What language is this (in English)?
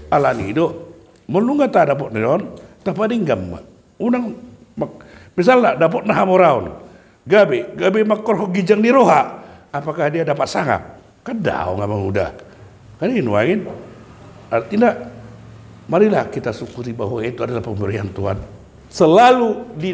Batak Toba